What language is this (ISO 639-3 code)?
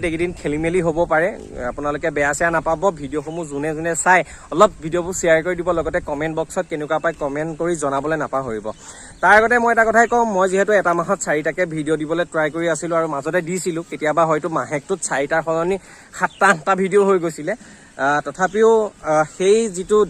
asm